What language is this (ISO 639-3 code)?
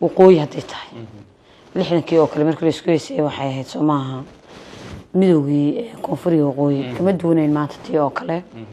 som